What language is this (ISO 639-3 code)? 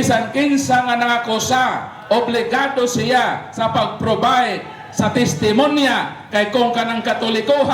ceb